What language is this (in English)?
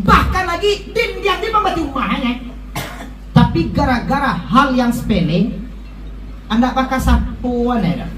Minangkabau